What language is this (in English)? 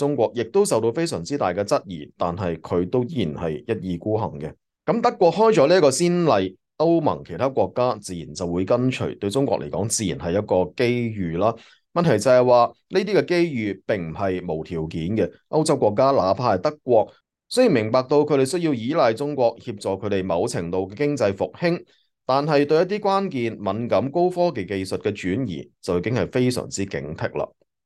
Cantonese